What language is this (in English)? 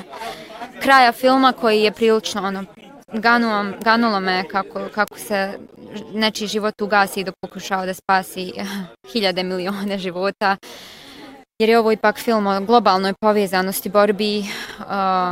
Bosnian